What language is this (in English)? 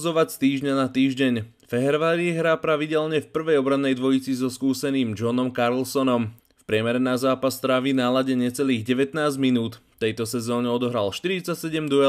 Slovak